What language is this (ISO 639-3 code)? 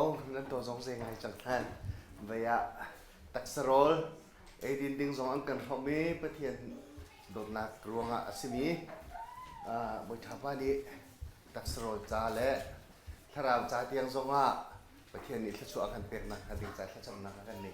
cnh